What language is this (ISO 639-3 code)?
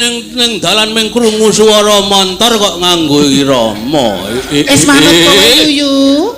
jav